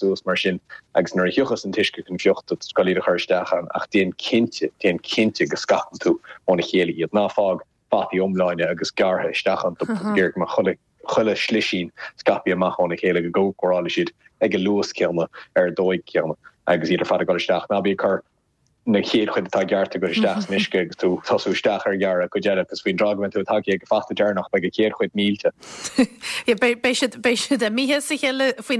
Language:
Irish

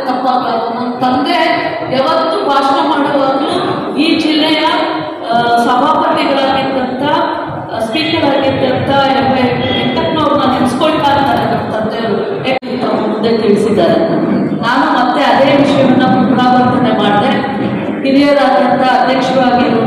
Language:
Kannada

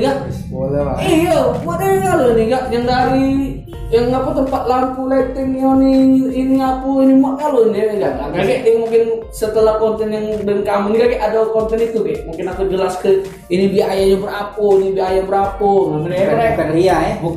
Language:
Musi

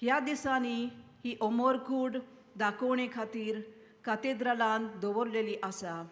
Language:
Konkani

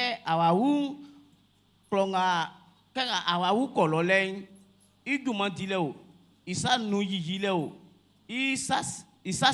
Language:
Baoulé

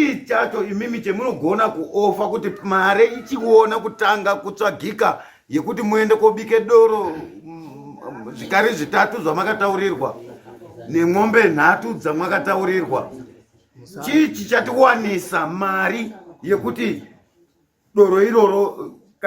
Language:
Shona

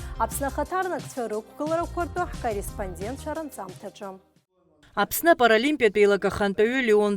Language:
Abkhazian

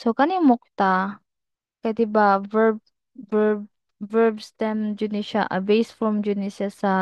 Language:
Cebuano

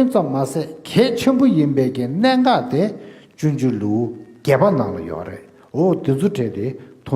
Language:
Tibetan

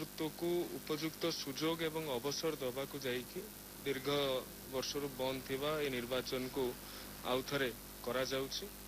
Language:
Odia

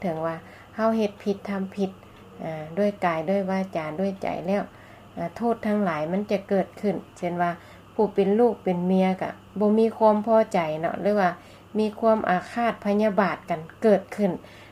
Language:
Lao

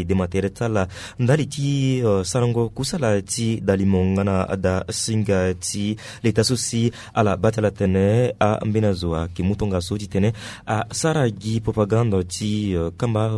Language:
Sango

